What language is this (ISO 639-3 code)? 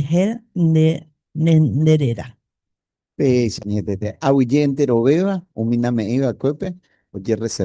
grn